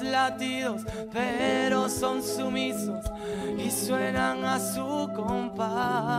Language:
Spanish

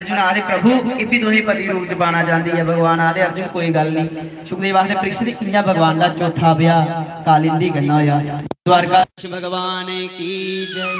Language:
Dogri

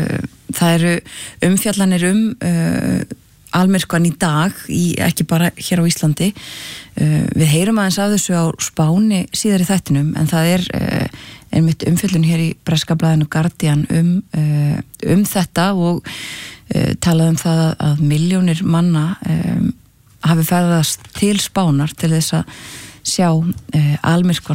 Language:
Icelandic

